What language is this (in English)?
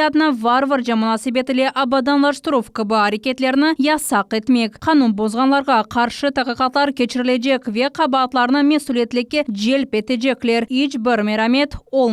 Crimean Tatar